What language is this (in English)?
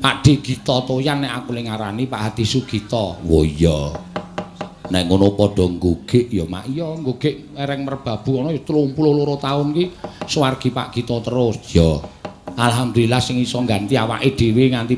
Javanese